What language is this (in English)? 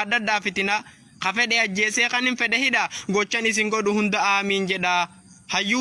Oromo